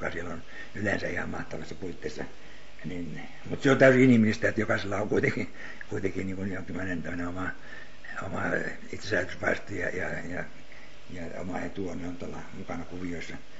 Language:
Finnish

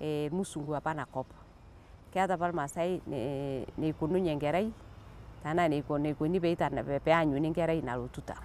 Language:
Masai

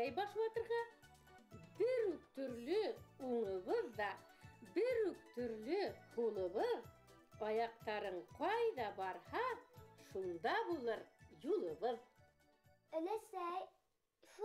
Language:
Bashkir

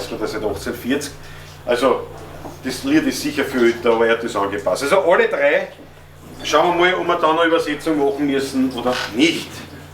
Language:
Bavarian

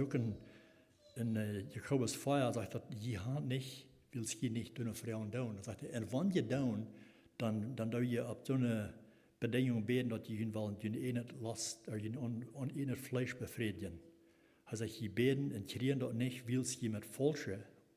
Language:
Plautdietsch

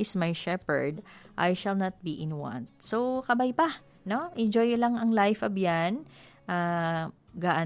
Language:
Hiligaynon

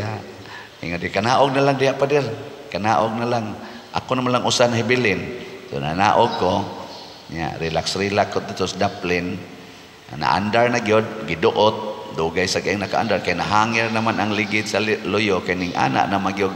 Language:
Cebuano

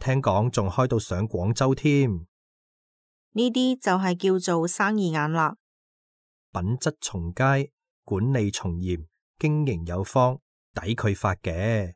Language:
Cantonese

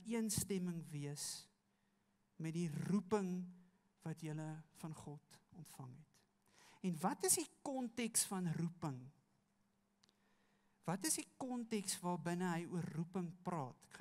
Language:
Afrikaans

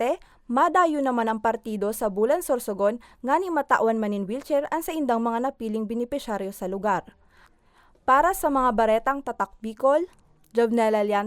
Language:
Bikol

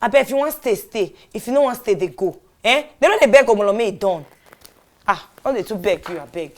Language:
Nigerian Pidgin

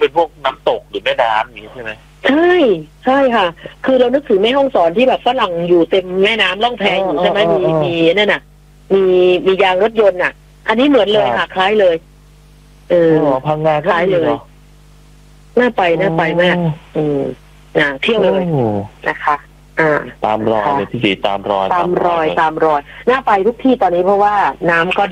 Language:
Thai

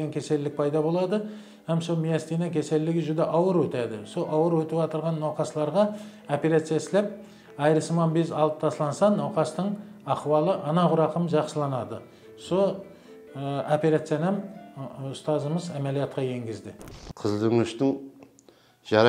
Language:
Kara-Kalpak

